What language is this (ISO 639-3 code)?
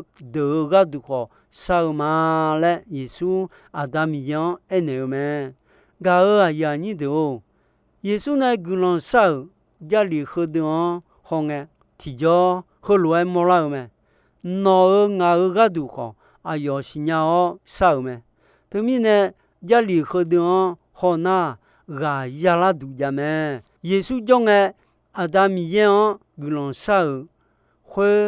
ahk